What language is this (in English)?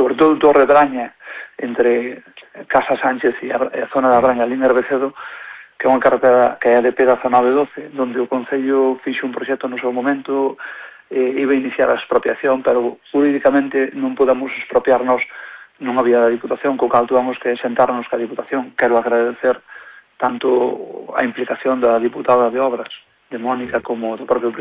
Galician